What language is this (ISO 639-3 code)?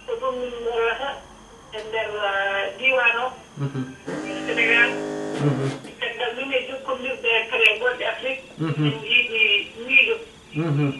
ful